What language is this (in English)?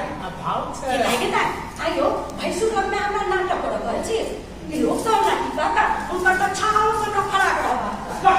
Maithili